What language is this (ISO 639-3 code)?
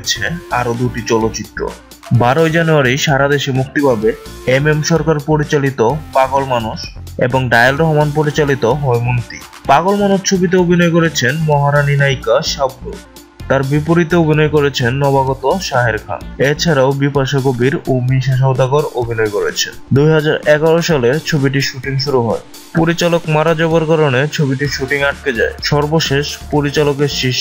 ben